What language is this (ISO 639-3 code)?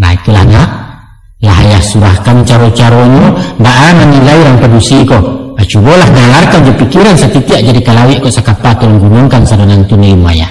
min